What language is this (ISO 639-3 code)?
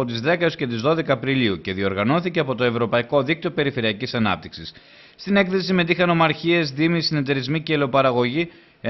ell